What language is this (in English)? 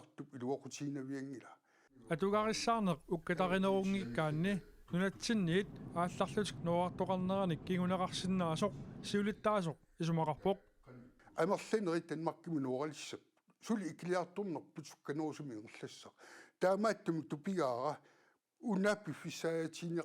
Kalaallisut